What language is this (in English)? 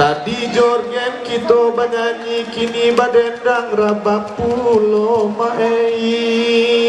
Minangkabau